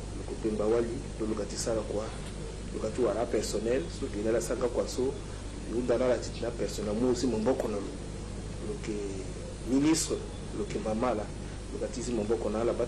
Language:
Sango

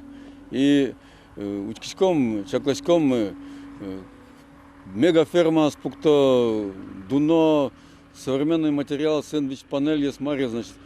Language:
Udmurt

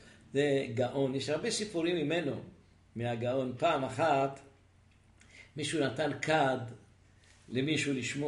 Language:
Hebrew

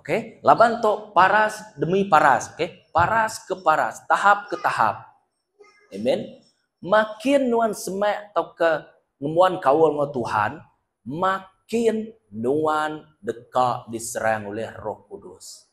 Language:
Iban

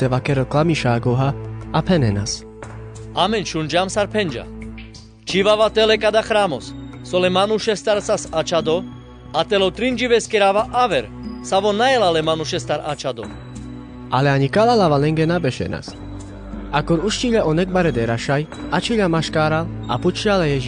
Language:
Carpathian Romani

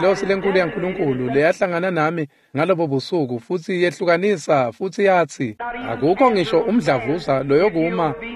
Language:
Swati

